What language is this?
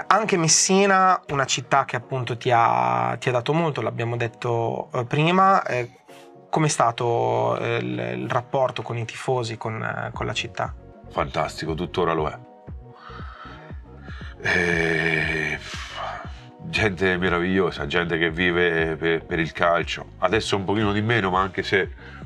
Italian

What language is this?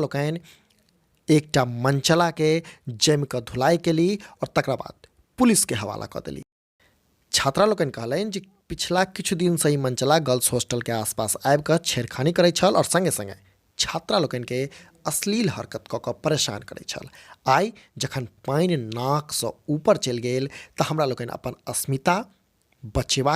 Maithili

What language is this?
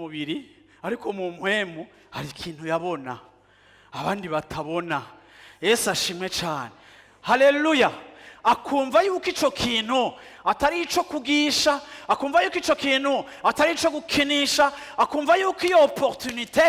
Rundi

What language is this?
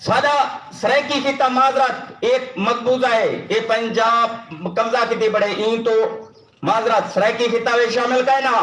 Saraiki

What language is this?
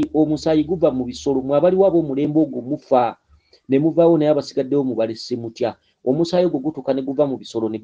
Ganda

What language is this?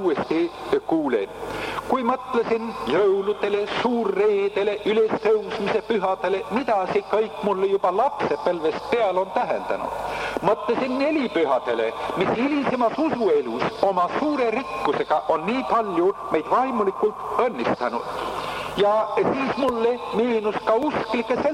Estonian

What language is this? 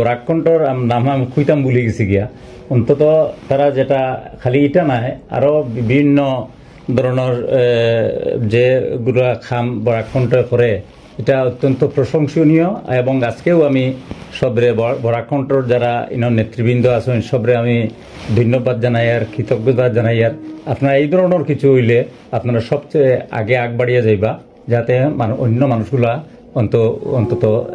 Sylheti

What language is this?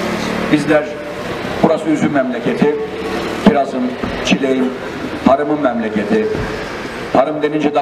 Turkish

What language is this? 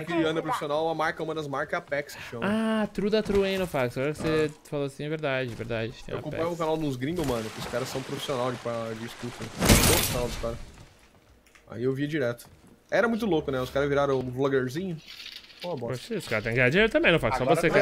Portuguese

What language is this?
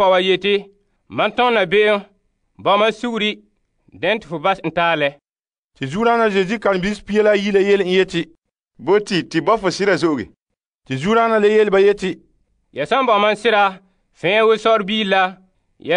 Frafra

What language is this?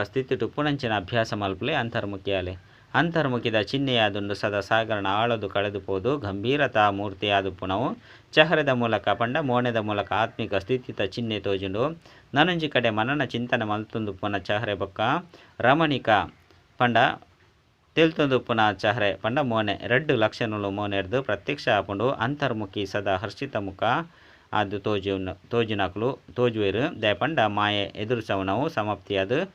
Tulu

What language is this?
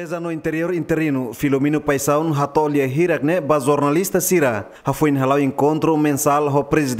Tetum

